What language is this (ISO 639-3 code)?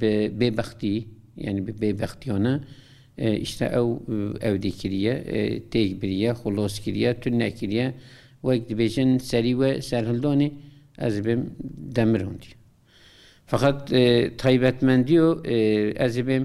kur